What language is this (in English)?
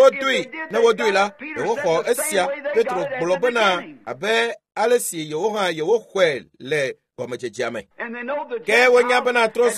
Ewe